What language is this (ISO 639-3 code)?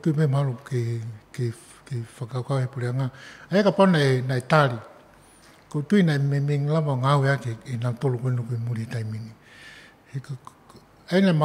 ton